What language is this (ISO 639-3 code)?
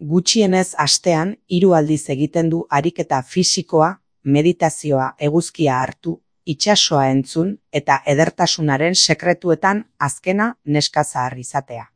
eus